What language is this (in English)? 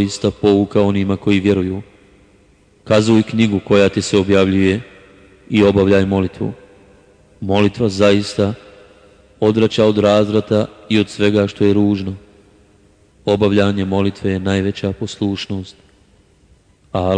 Bosnian